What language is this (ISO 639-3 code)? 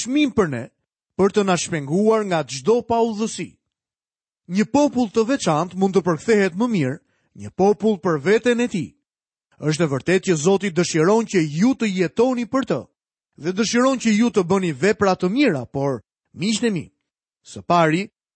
sqi